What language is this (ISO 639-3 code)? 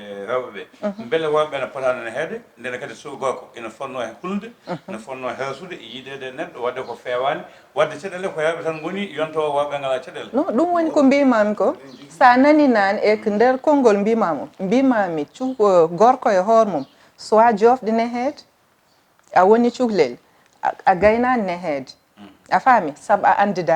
ful